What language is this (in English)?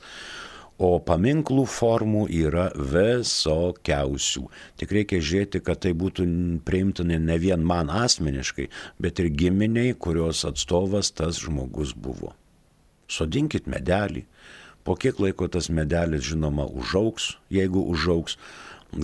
Lithuanian